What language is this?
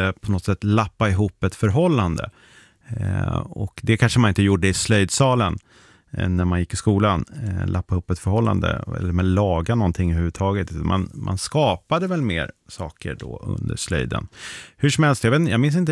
Swedish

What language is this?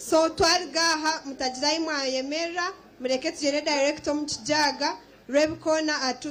Nyankole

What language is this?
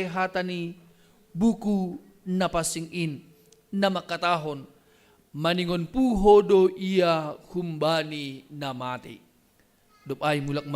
Batak Simalungun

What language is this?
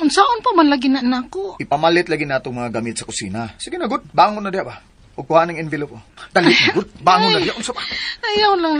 Cebuano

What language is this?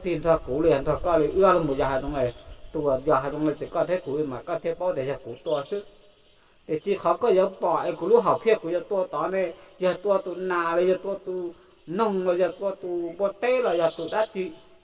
Hmong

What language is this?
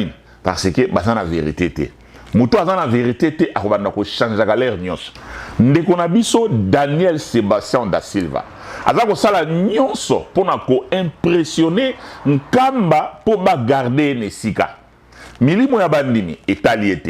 Lingala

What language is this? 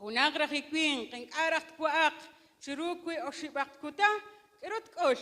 Kekchí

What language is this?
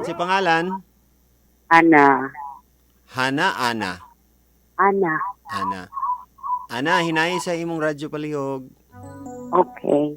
Cebuano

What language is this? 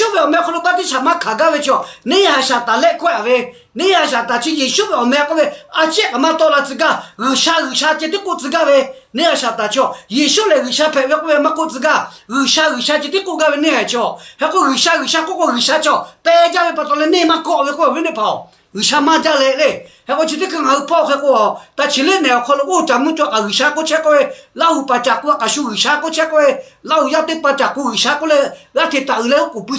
Lahu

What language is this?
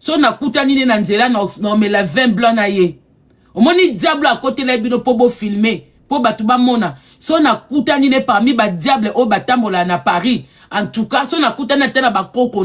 Lingala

